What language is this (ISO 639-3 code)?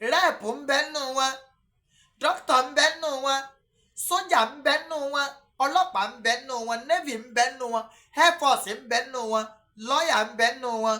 yor